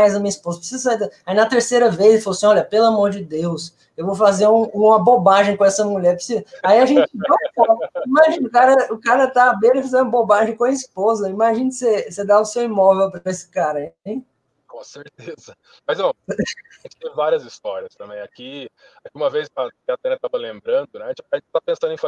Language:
Portuguese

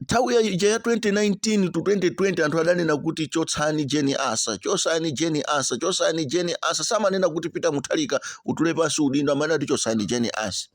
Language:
Nyanja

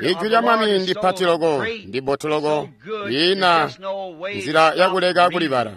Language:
Tonga (Zambia)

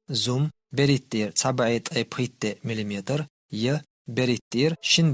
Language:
Chechen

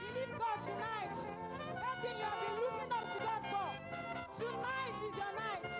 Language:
Ewe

